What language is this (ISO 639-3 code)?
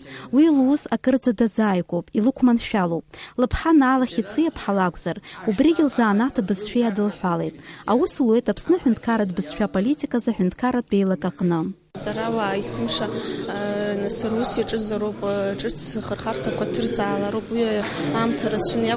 abk